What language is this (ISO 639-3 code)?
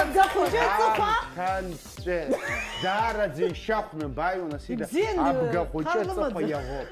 abk